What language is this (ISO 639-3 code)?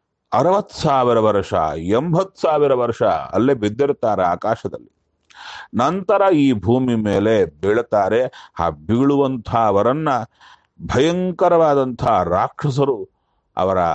kan